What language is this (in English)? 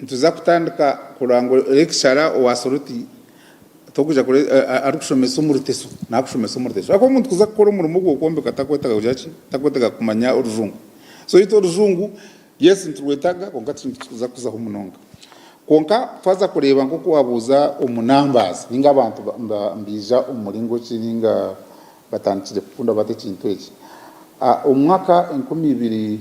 Nyankole